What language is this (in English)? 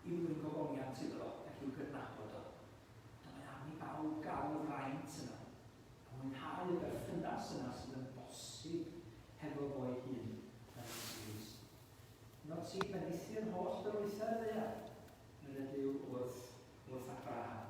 Welsh